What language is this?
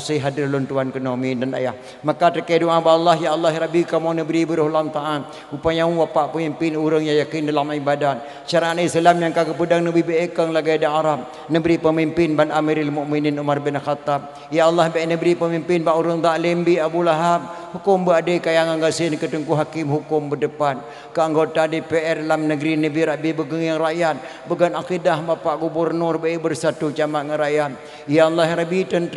Achinese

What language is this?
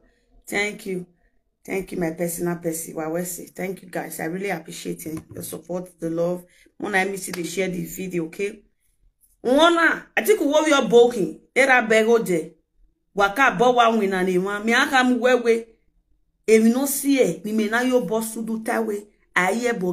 Nigerian Pidgin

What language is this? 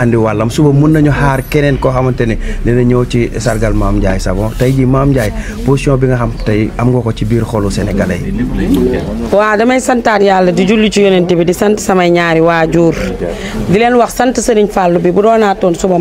Wolof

